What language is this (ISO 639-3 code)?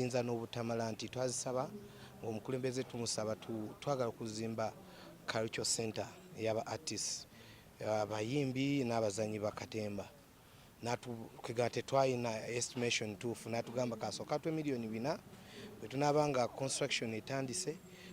lug